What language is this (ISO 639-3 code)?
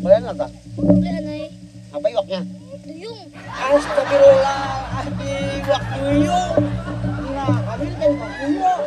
bjn